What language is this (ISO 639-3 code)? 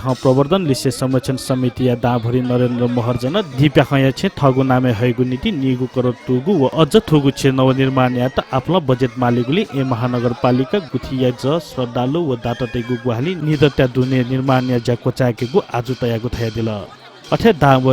new